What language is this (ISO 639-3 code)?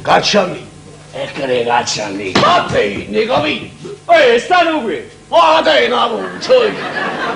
nap